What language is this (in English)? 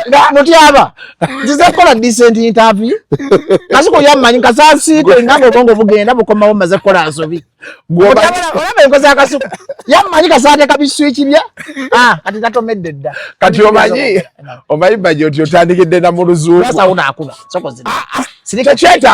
Ganda